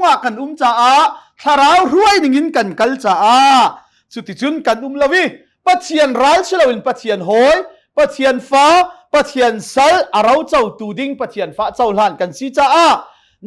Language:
Hakha Chin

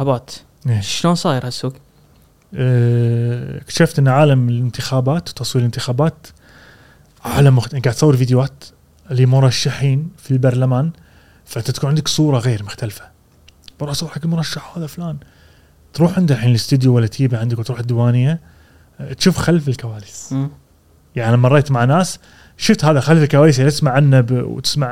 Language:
Gulf Arabic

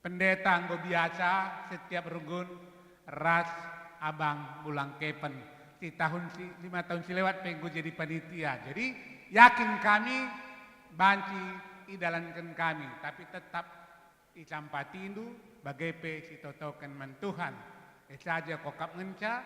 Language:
Batak Karo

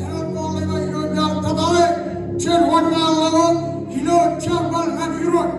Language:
Marshallese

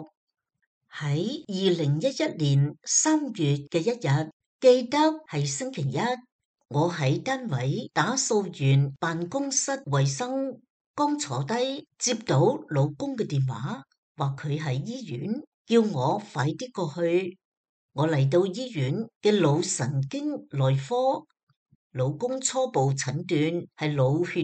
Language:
Cantonese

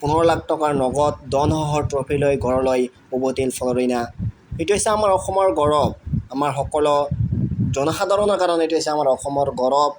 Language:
Assamese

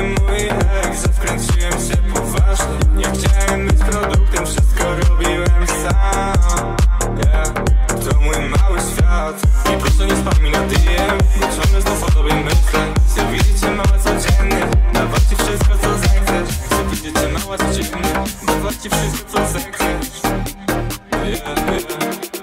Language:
Polish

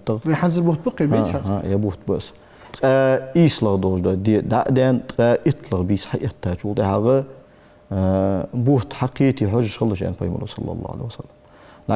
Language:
Ingush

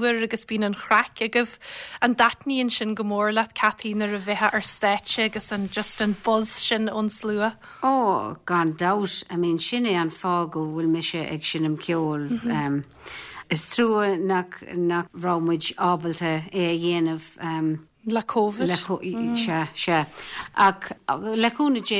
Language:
Irish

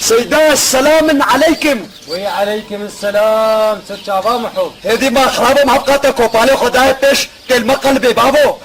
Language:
Kurdish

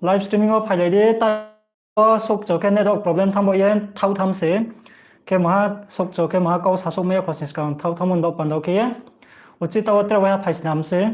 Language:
Riang (India)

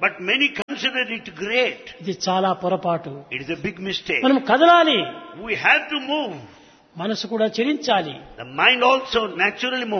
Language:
Telugu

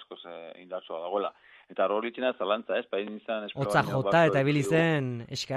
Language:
Basque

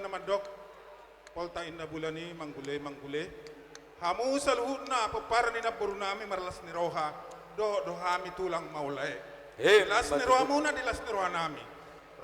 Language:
Batak Toba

